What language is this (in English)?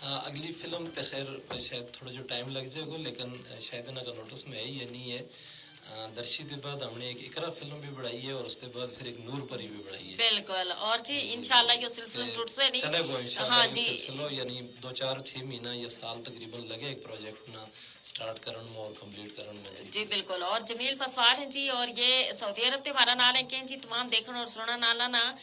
Gujari